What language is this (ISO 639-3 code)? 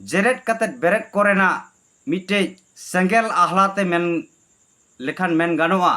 sat